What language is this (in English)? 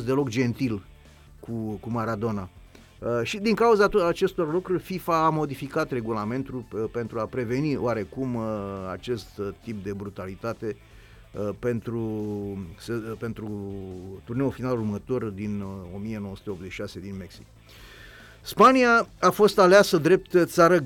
Romanian